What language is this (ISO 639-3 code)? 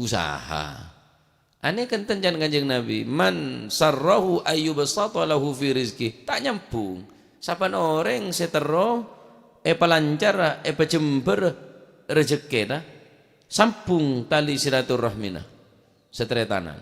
mad